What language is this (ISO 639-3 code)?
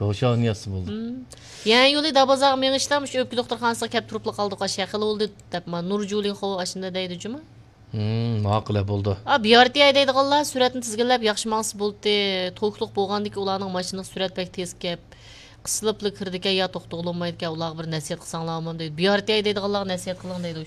uig